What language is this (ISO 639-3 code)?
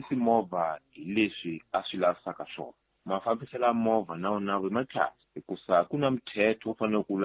tso